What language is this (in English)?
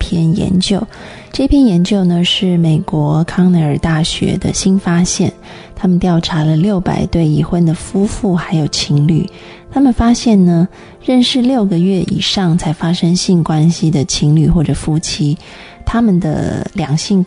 Chinese